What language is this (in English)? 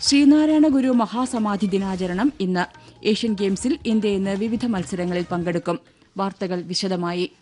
Malayalam